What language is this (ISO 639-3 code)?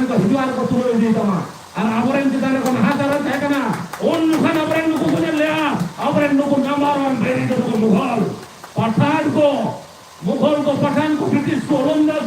sat